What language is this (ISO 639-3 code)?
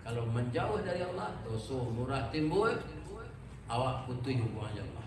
min